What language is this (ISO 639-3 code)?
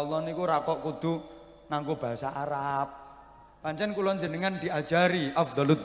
jav